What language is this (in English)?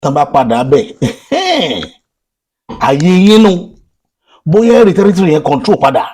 Yoruba